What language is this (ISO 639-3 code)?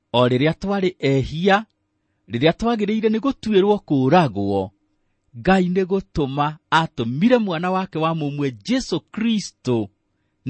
kik